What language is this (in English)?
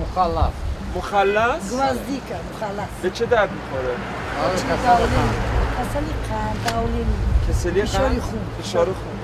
Persian